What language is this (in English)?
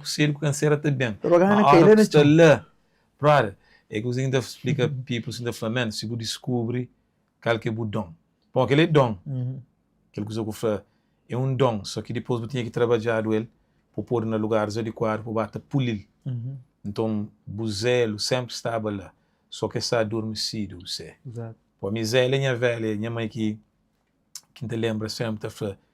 Kabuverdianu